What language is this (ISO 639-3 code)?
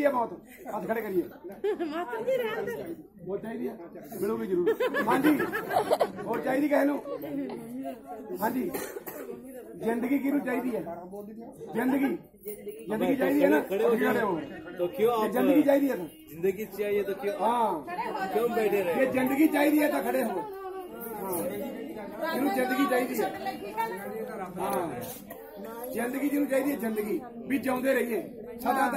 pan